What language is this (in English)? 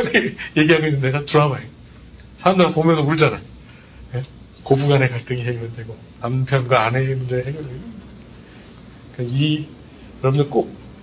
Korean